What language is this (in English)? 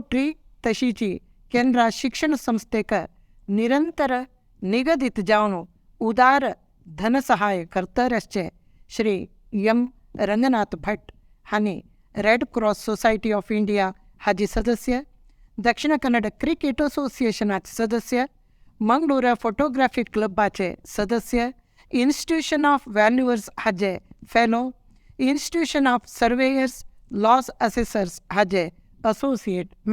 Konkani